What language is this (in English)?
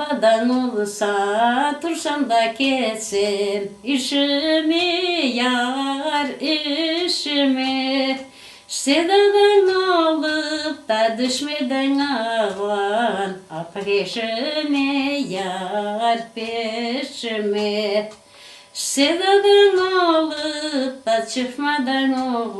Crimean Tatar